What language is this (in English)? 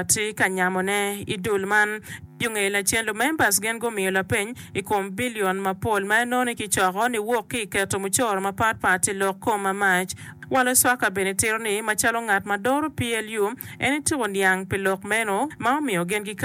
Acoli